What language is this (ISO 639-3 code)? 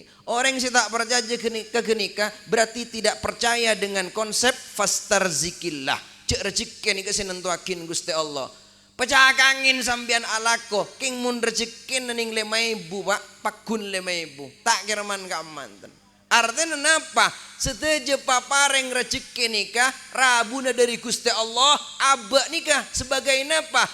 mad